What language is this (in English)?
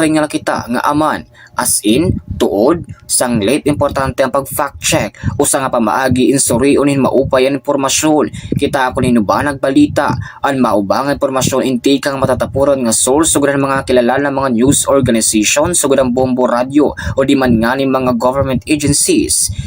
Waray